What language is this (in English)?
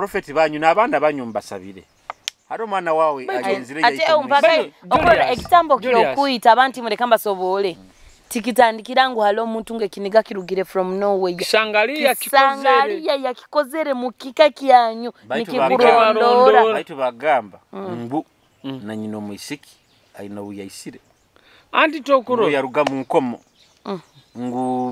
Nyoro